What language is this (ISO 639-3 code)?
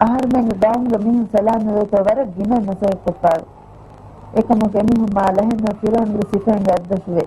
div